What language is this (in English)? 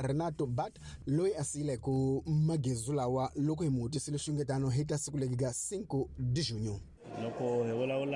Tsonga